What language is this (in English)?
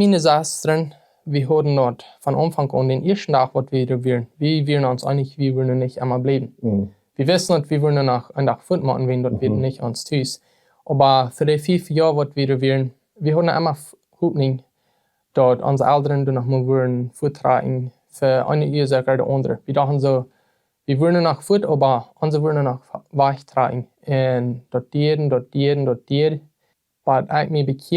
Plautdietsch